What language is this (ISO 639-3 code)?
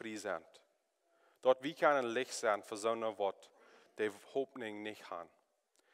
pdt